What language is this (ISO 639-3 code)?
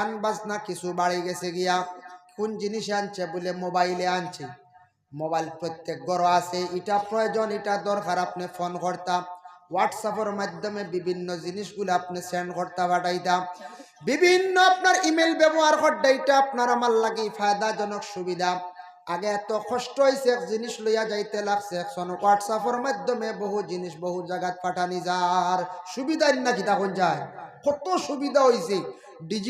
syl